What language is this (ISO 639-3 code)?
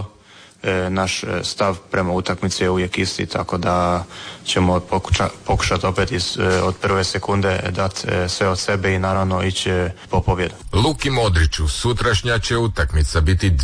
hrv